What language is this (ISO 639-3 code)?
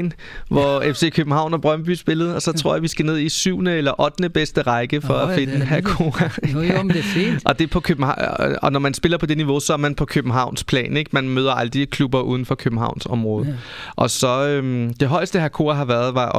dan